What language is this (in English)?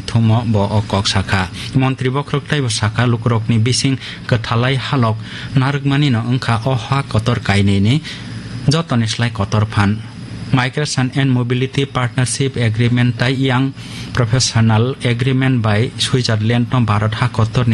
Kok Borok